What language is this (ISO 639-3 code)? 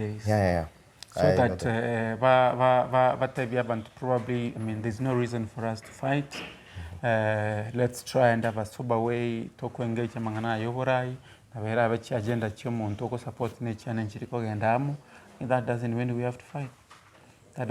guz